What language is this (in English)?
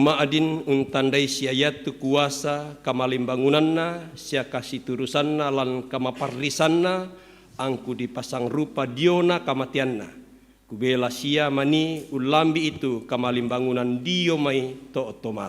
Toraja-Sa'dan